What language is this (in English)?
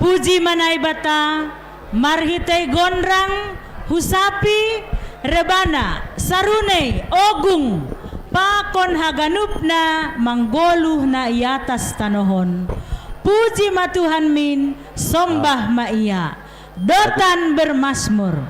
Batak Simalungun